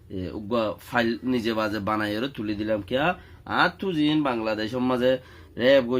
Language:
Rohingya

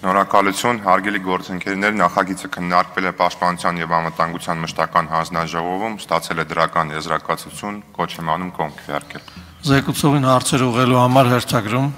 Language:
Armenian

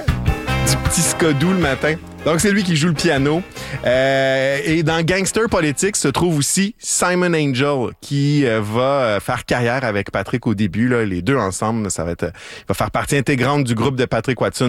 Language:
French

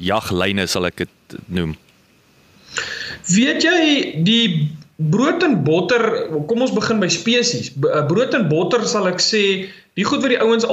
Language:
Afrikaans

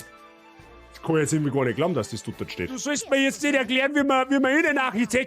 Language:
Bavarian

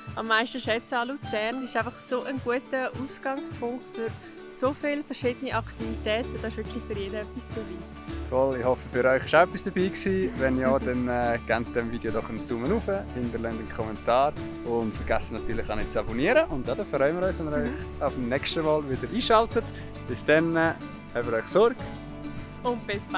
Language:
Swiss German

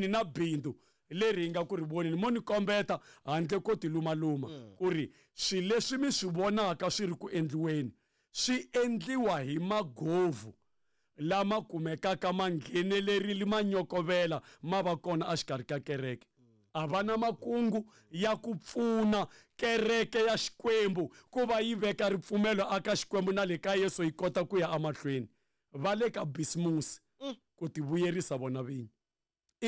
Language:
Tsonga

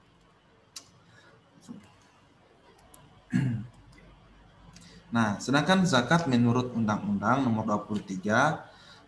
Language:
Indonesian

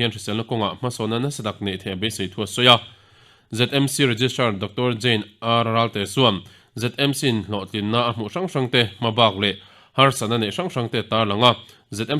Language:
Mizo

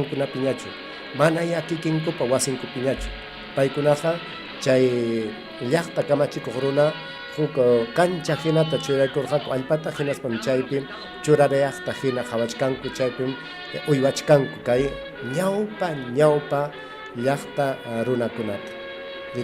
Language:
Ayacucho Quechua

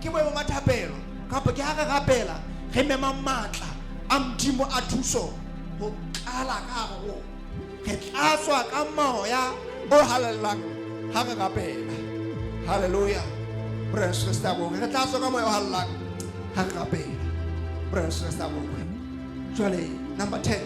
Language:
Southern Sotho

